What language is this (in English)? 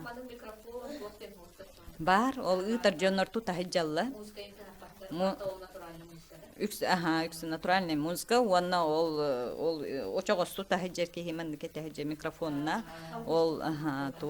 Yakut